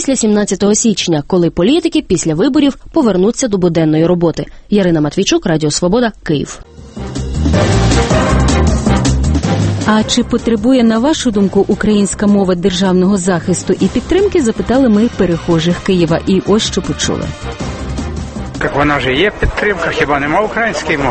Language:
Ukrainian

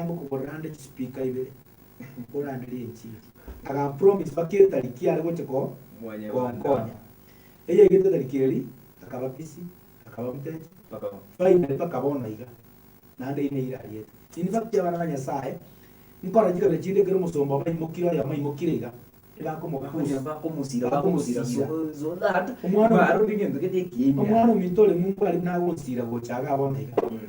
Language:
Gusii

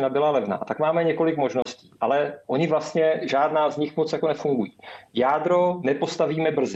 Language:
Czech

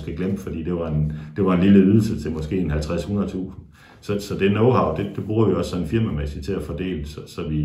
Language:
Danish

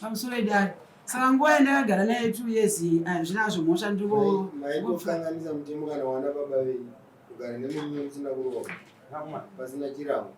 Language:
Shona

